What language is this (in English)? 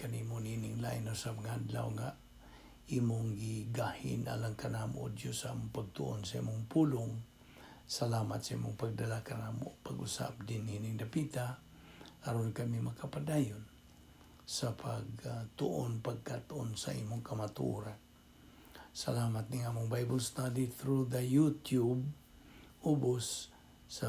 Cebuano